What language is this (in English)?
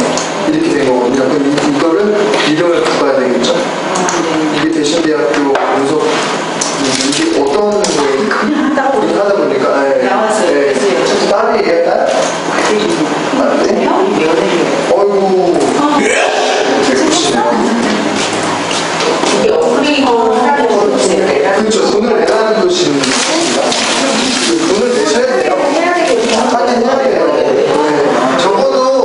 Korean